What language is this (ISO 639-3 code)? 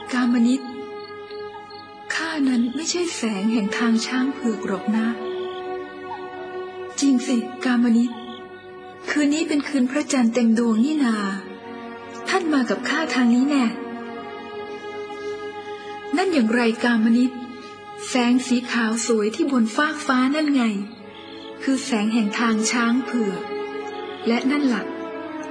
tha